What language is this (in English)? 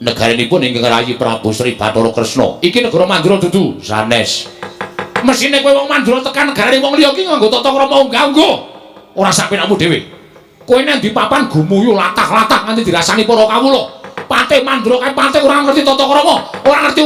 Javanese